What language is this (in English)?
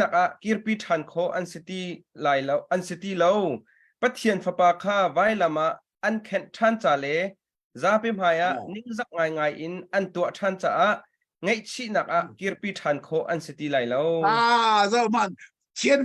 Hakha Chin